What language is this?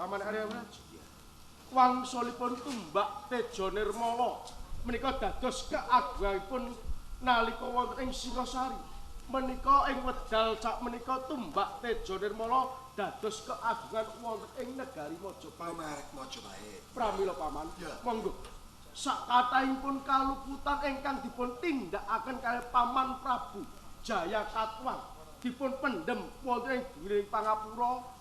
Javanese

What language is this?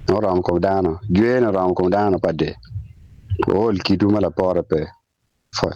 Acoli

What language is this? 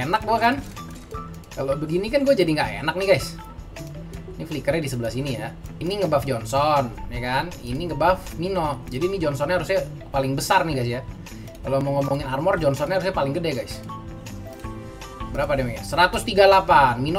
Indonesian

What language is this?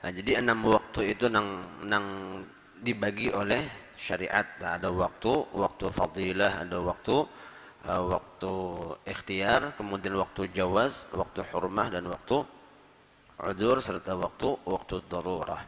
Banjar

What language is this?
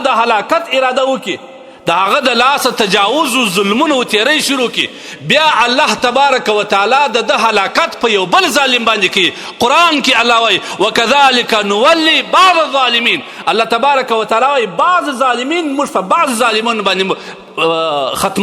Pashto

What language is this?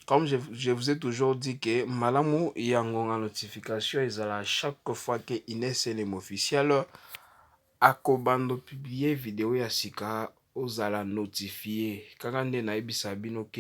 Lingala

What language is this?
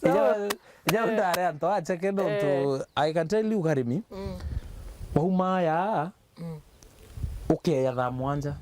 Meru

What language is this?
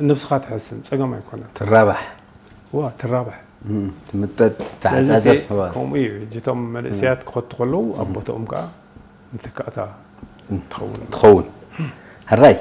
Tigrinya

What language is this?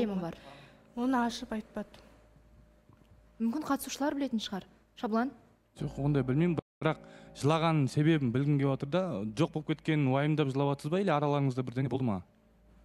Kazakh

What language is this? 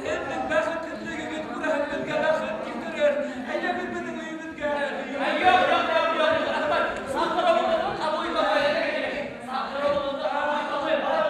Bashkir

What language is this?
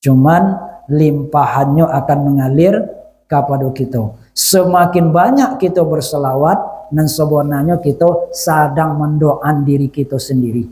Minangkabau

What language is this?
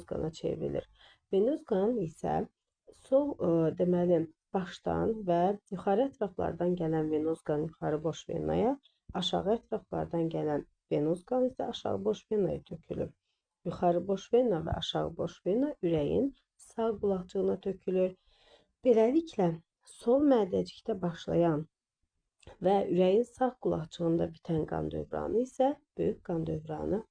Azerbaijani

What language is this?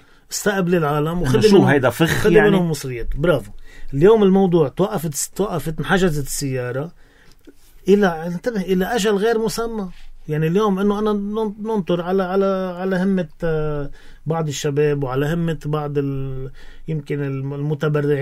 North Levantine Arabic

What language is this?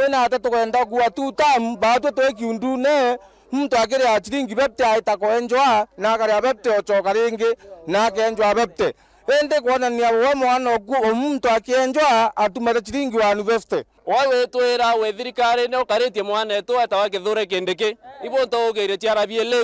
Meru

